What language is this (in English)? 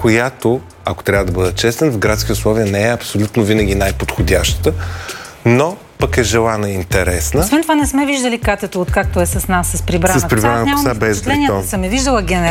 Bulgarian